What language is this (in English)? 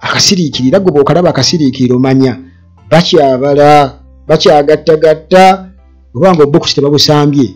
Ganda